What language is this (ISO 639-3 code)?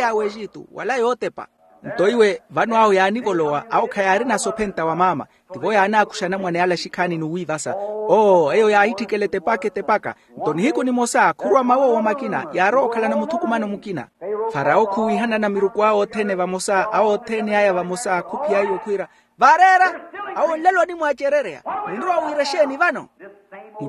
vmw